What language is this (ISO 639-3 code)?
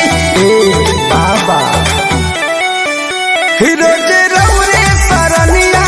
bho